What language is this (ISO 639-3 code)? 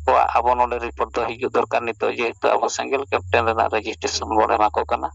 sat